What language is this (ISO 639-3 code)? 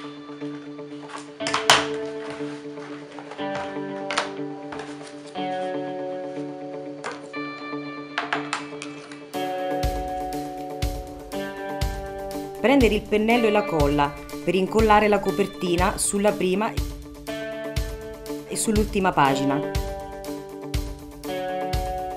ita